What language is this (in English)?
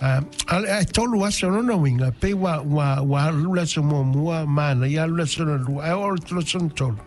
Samoan